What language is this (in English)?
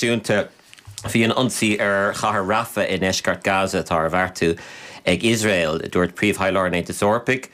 Irish